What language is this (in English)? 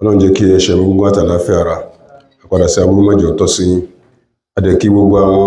Yoruba